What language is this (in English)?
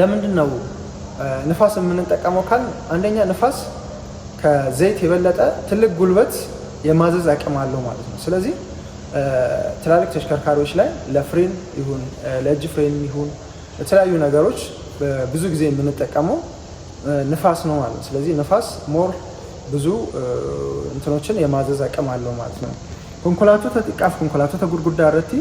Amharic